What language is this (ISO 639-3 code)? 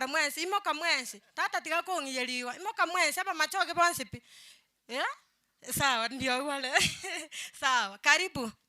guz